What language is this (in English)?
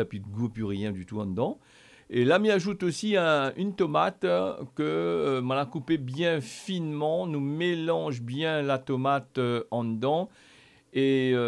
Réunion Creole French